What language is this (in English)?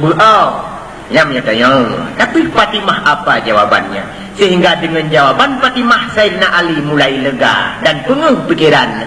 Achinese